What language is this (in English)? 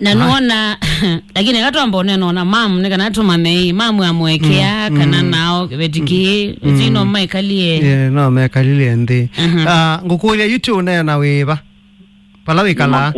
Kamba